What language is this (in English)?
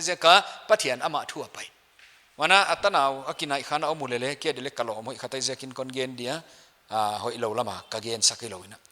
Paite Chin